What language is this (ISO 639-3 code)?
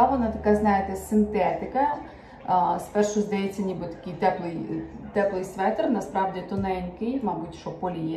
ukr